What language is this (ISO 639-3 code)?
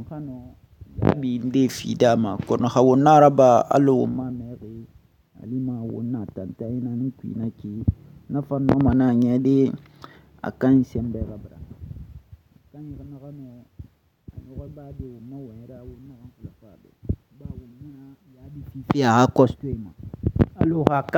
sus